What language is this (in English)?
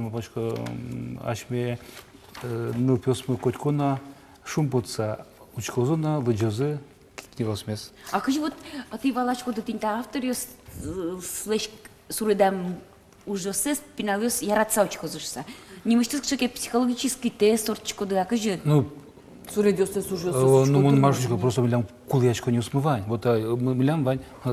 Udmurt